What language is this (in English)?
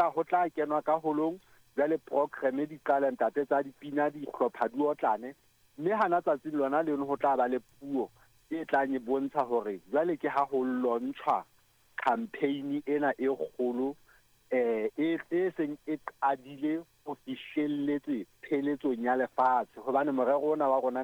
Southern Sotho